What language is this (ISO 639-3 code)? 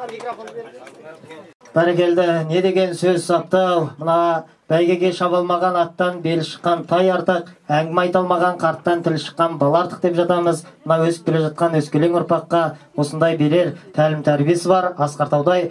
kaz